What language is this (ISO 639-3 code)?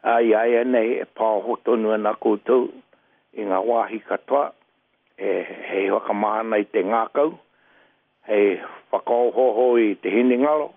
mri